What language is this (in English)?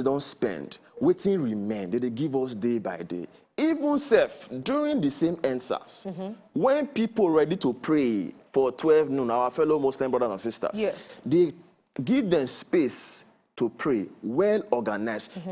Nigerian Pidgin